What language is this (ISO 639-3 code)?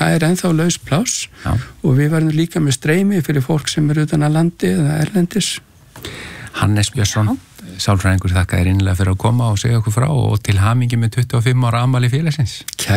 isl